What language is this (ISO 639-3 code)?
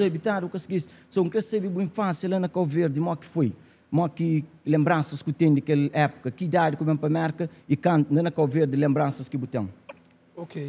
kea